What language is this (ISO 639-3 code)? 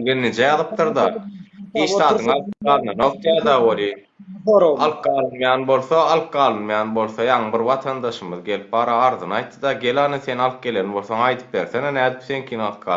tuk